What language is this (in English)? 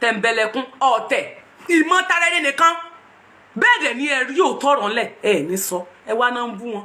Yoruba